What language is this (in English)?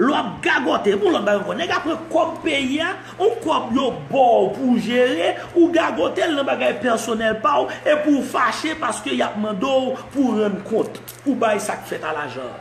Haitian Creole